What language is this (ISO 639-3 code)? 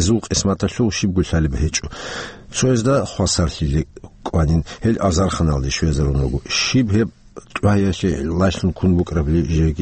ava